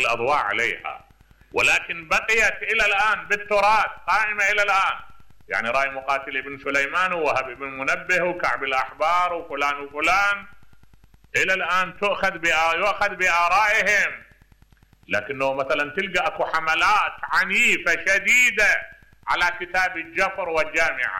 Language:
Mesopotamian Arabic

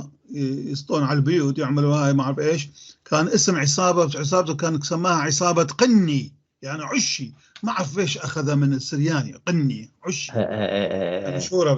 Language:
North Levantine Arabic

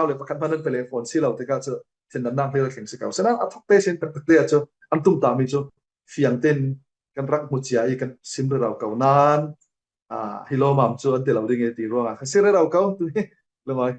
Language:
Falam Chin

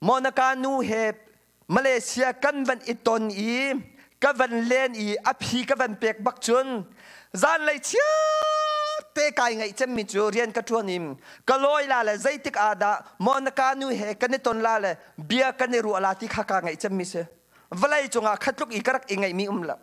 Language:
Hakha Chin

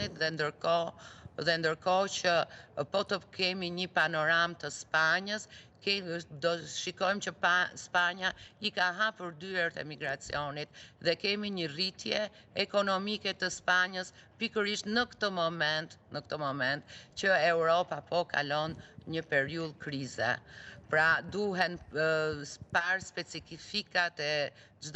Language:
Albanian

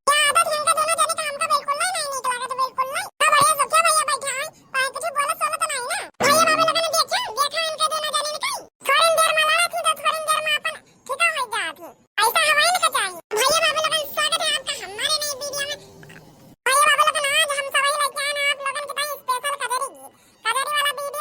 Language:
Awadhi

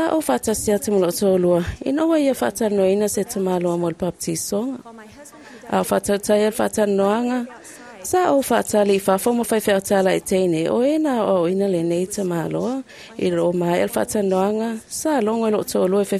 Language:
Samoan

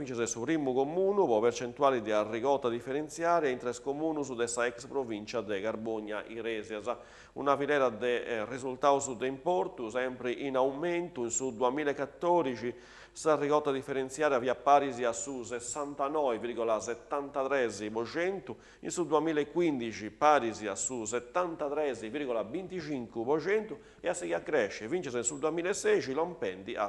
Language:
Sardinian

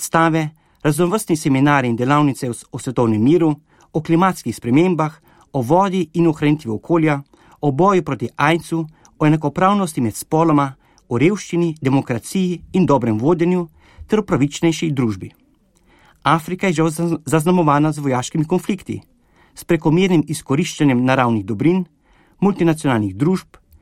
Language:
Slovenian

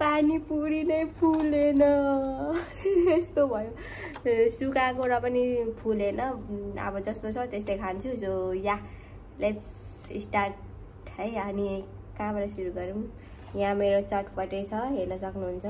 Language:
Nepali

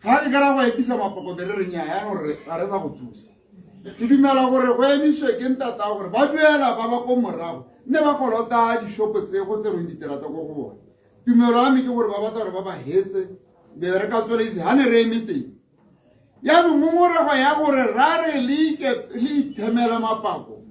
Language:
Tswana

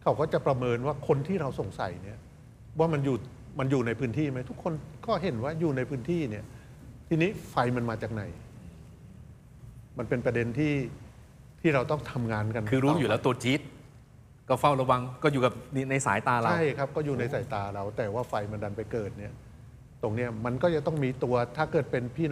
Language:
Thai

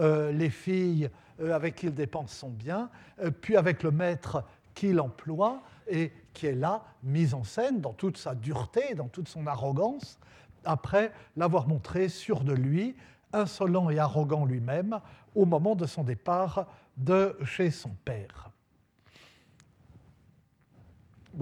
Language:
French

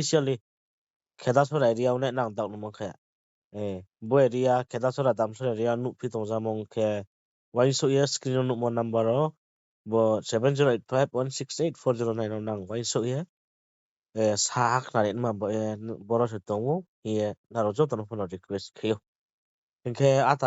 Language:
Riang (India)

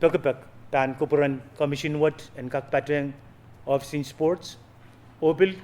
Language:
Pohnpeian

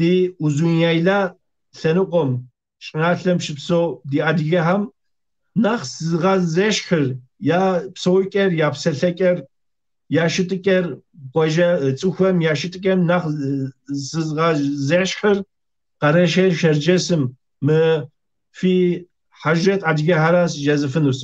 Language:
Kabardian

